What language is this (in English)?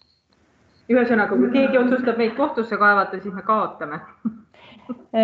Estonian